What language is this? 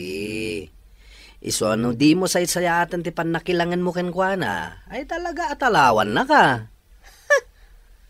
Iloko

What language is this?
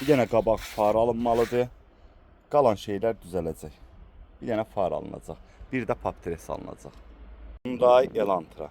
Azerbaijani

